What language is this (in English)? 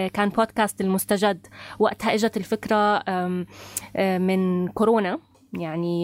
North Levantine Arabic